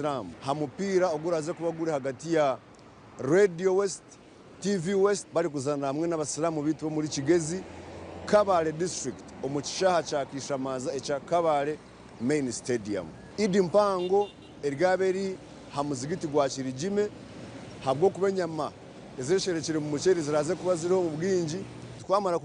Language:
Nyankole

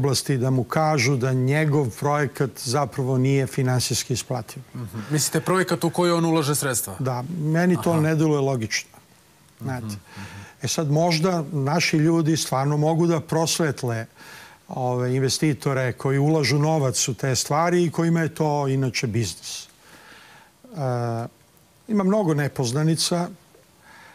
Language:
Serbian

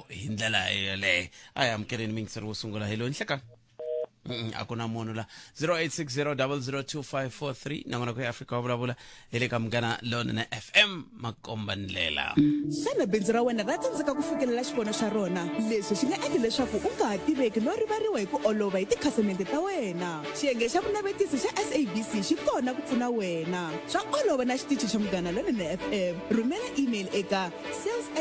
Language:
Tsonga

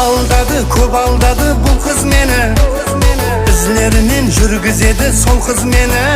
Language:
Kara-Kalpak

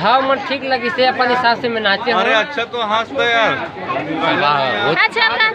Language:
Chhattisgarhi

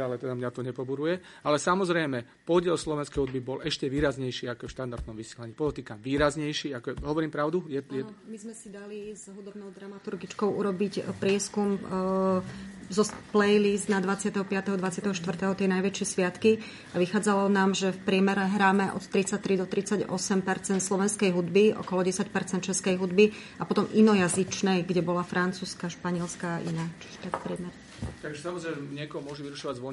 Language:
Slovak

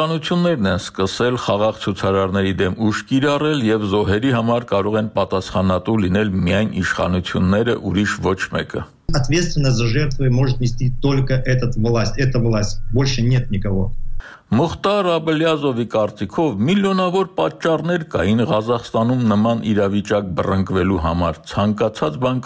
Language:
Armenian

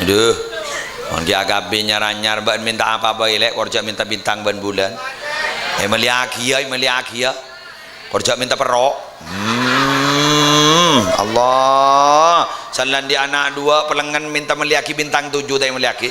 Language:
Madurese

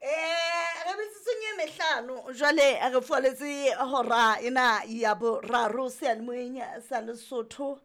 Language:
Southern Sotho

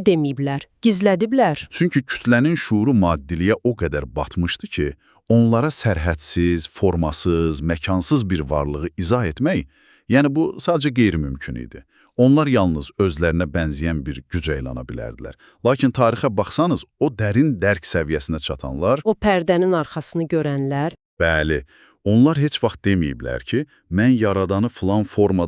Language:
Azerbaijani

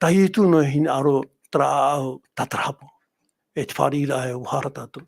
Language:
Tahitian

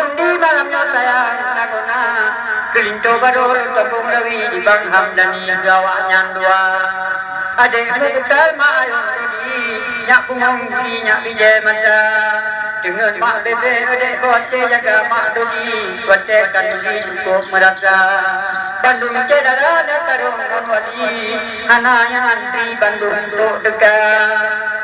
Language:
Achinese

